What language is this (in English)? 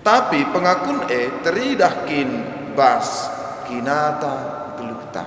Batak Karo